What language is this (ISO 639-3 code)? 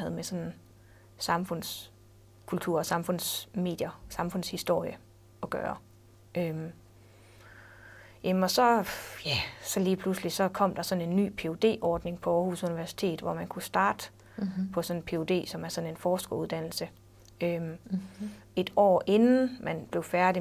dan